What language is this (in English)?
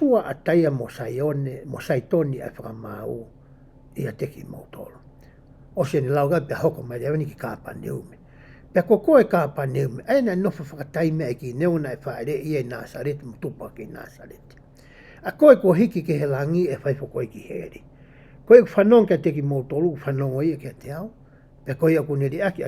Tongan